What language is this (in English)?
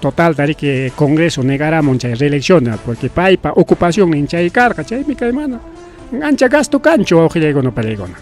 Ayacucho Quechua